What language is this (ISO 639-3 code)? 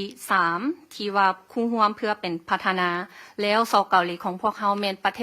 lao